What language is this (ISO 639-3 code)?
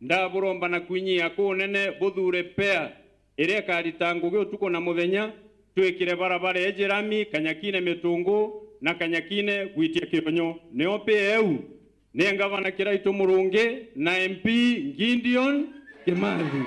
mer